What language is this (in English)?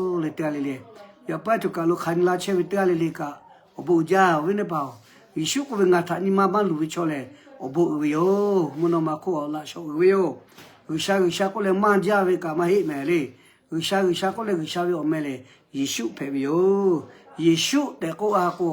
Lahu